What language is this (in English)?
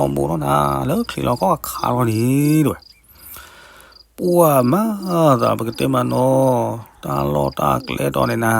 S'gaw Karen